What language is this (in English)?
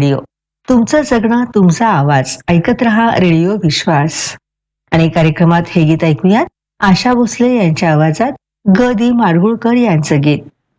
Marathi